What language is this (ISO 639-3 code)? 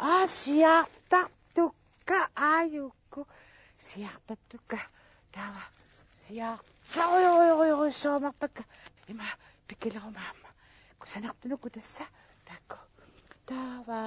kal